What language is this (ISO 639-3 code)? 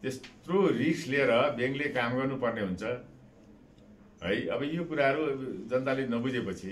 nep